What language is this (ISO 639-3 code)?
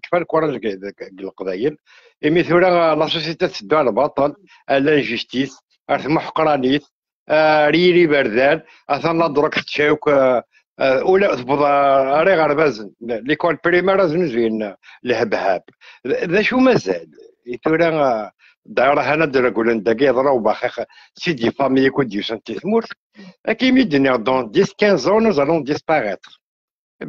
kab